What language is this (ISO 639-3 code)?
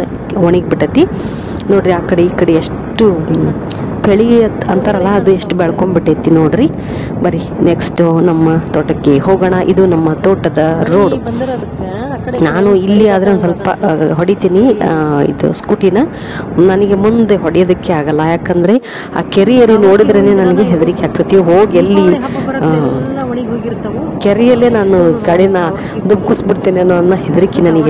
kan